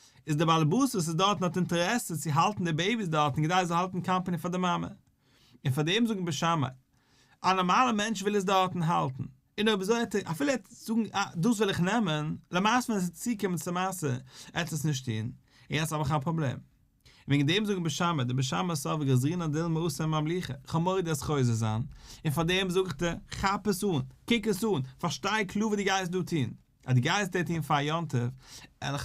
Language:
Yiddish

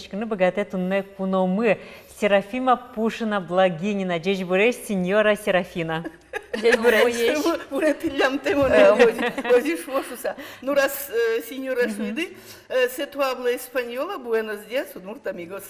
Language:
Udmurt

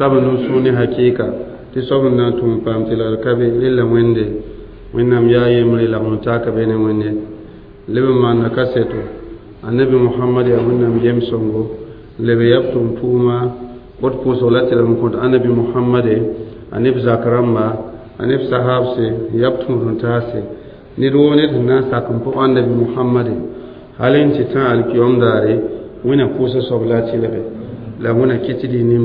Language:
Mossi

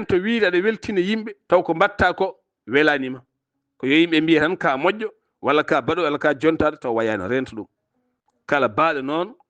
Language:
Fula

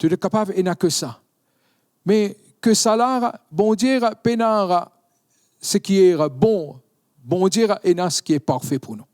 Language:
Morisyen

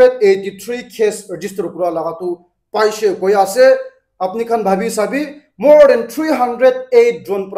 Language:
Naga Pidgin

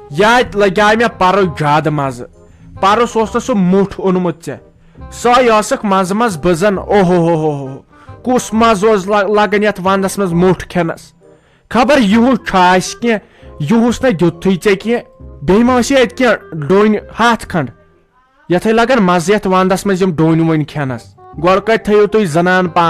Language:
Kashmiri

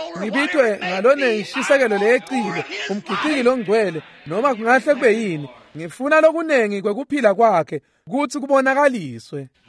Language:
Swati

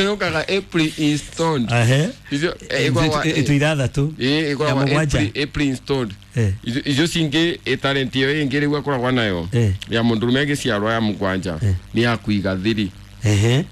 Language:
Kikuyu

